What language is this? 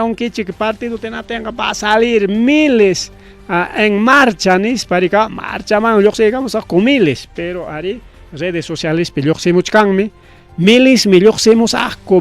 Ayacucho Quechua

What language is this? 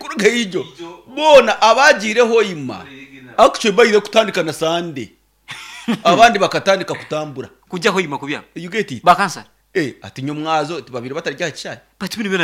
Nyankole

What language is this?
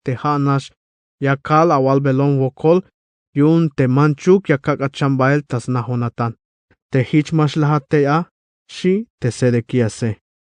Tzeltal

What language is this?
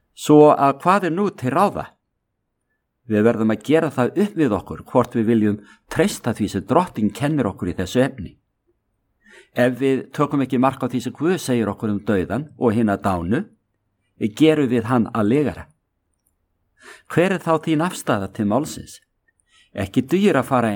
Icelandic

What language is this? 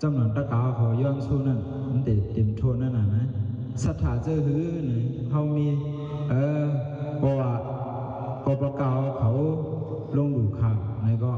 Shan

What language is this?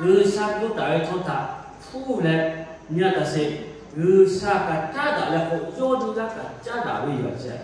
Lahu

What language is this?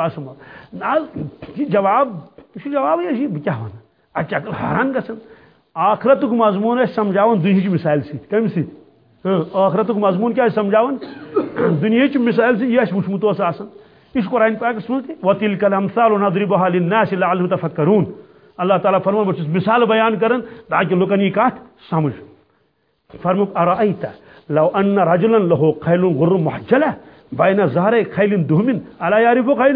Kashmiri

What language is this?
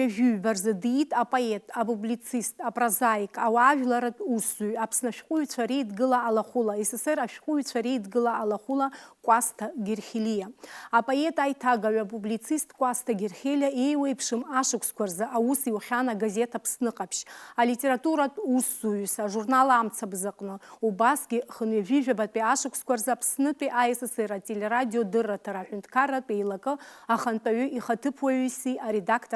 Abkhazian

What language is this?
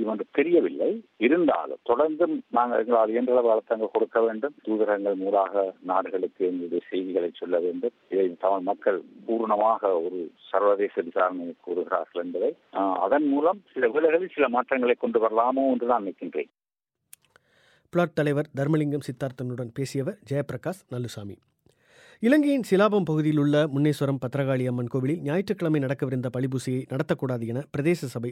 Tamil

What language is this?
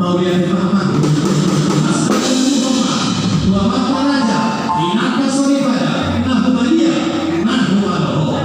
Batak Toba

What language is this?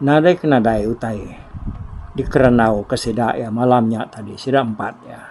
Iban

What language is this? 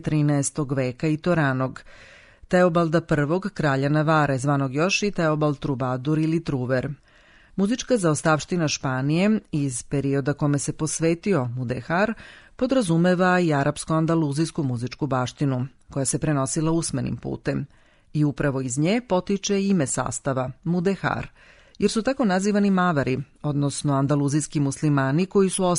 Serbian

